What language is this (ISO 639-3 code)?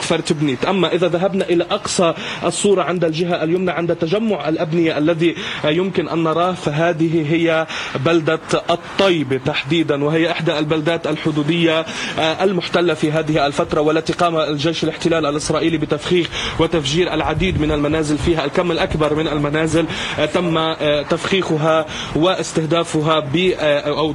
ara